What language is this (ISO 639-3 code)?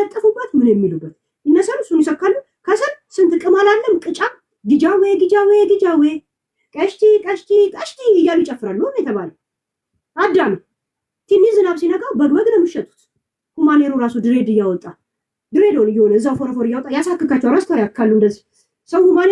amh